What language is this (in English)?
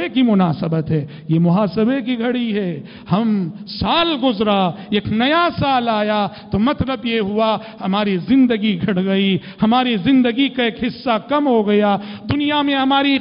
Urdu